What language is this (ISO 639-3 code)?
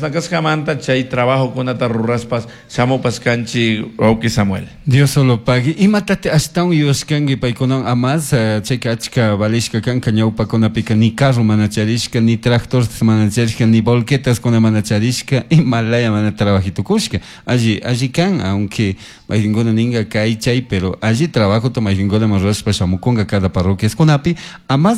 qug